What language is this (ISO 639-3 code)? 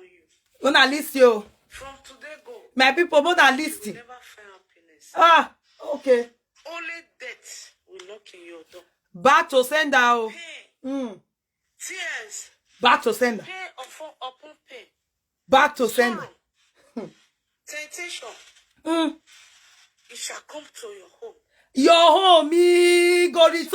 pcm